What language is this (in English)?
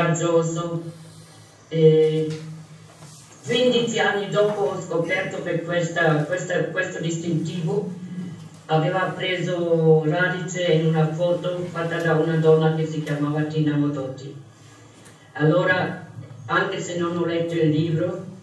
Italian